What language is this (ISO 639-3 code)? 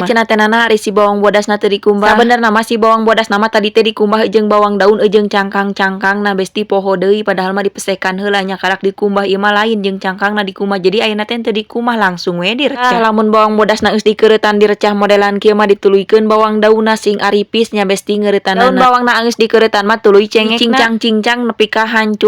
sun